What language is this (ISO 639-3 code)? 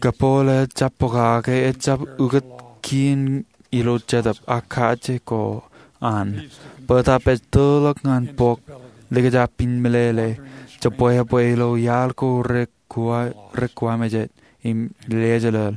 mah